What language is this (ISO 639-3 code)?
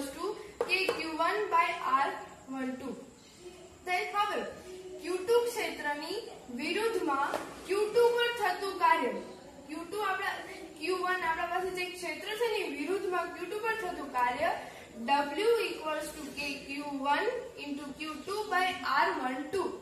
guj